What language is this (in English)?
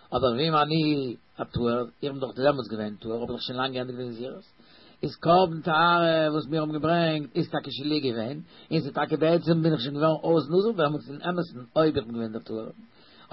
Yiddish